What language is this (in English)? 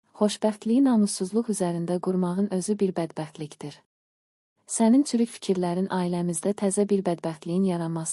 Azerbaijani